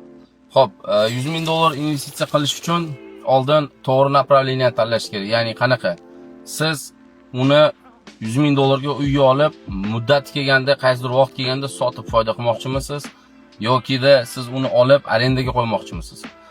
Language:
Uzbek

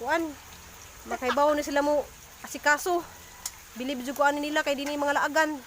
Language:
Cebuano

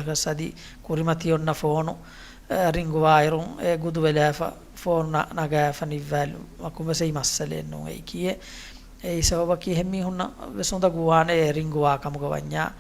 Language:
Divehi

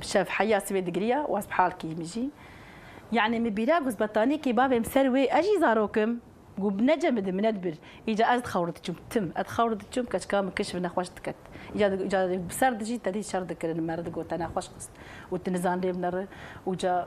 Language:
Kurdish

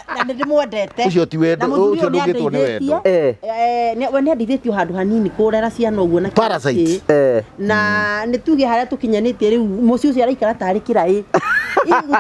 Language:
Kikuyu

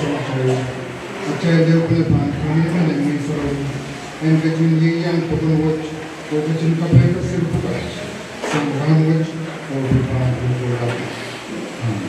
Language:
Pohnpeian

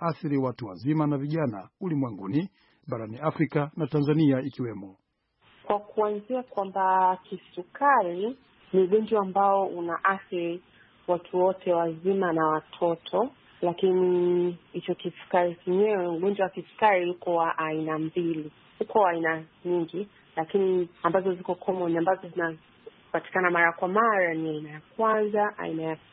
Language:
Swahili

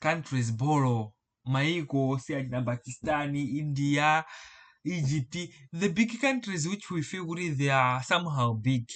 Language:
Nyanja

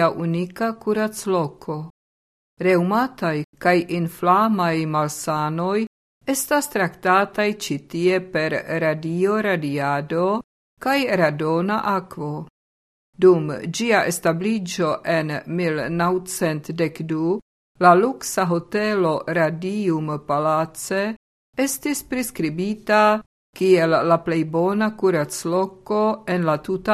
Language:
Esperanto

